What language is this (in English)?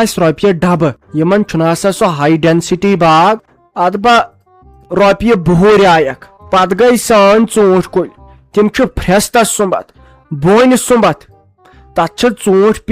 Kashmiri